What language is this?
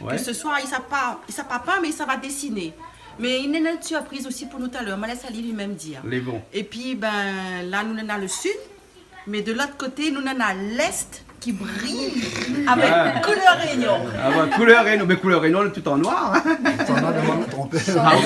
Réunion Creole French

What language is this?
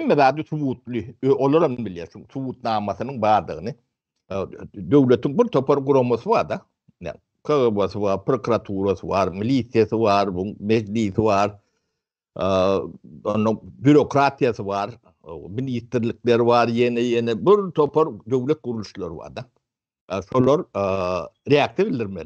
Turkmen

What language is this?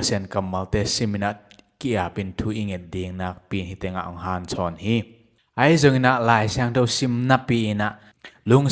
Tedim Chin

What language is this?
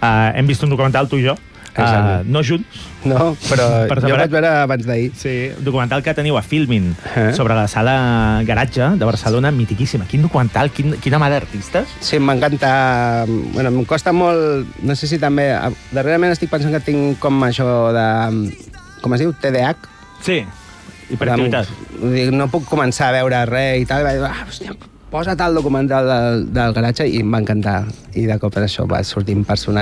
Catalan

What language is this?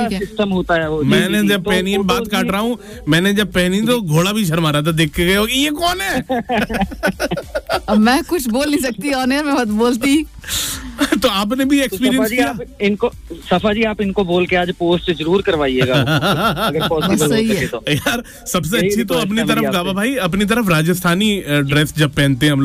Hindi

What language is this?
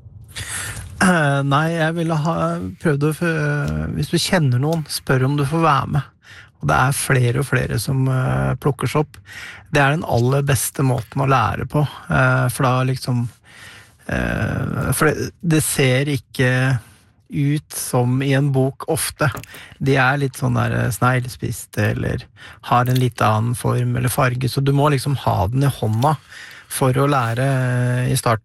Norwegian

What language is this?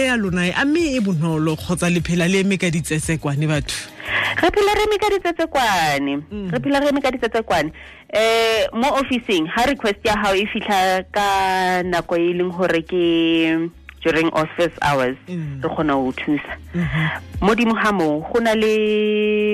Tswana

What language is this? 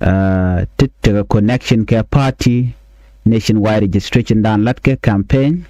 Nuer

